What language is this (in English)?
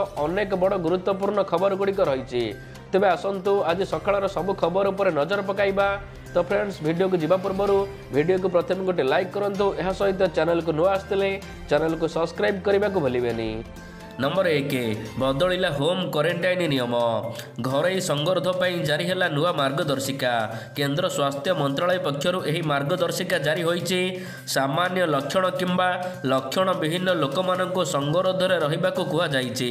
Odia